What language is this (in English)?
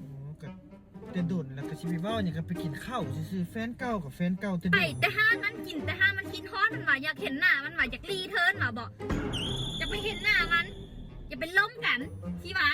Lao